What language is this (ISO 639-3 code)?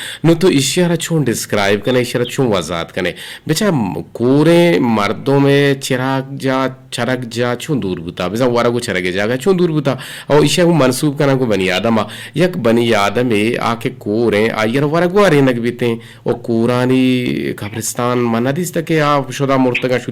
bgp